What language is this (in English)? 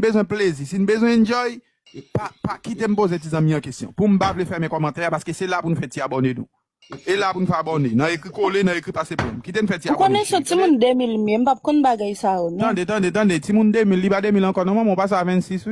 Haitian Creole